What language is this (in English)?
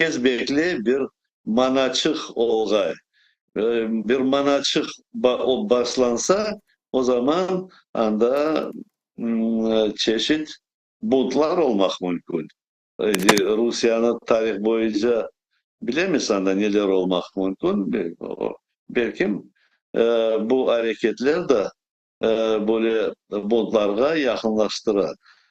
Crimean Tatar